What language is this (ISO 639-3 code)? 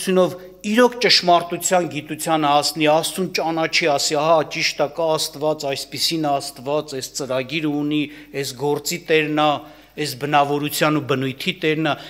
hye